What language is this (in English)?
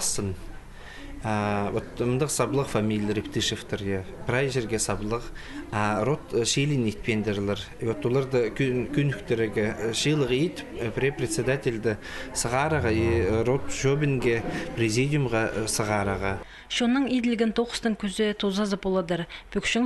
Khakas